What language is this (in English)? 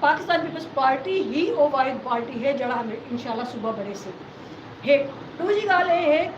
Saraiki